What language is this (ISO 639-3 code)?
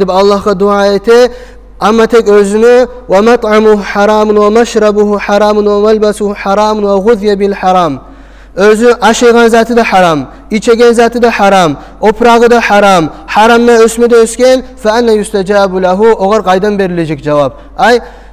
kum